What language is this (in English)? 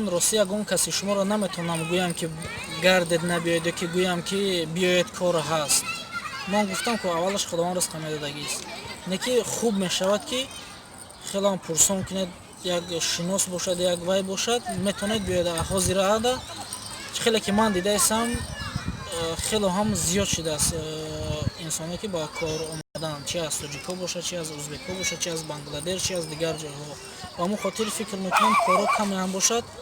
Tajik